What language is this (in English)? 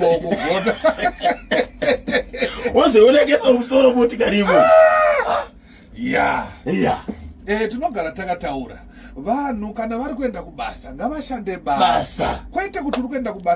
Shona